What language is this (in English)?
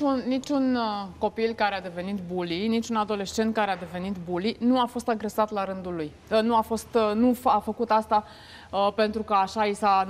Romanian